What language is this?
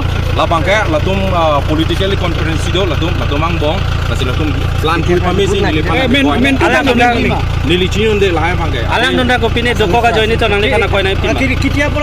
Karbi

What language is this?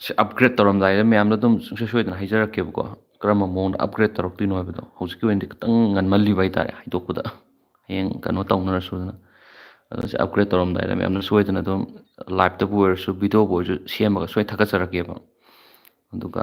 Manipuri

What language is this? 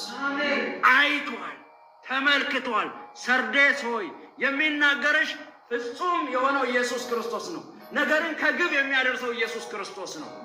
Amharic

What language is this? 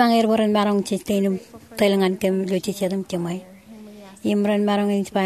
Marshallese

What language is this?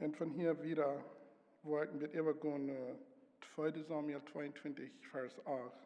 Plautdietsch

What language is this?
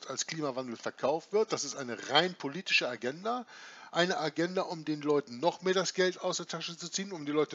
German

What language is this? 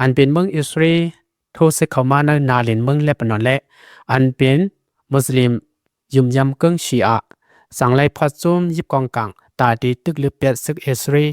Lao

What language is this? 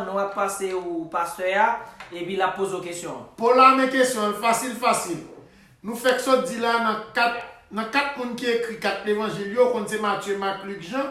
Haitian Creole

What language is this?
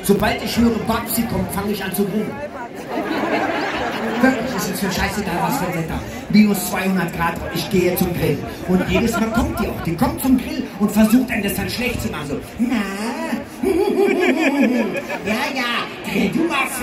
German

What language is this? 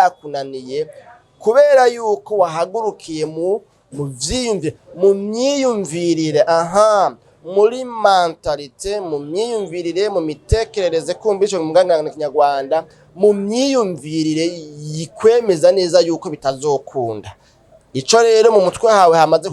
Rundi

